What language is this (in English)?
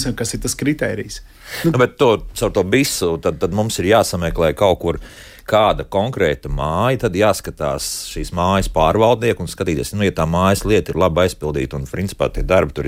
Latvian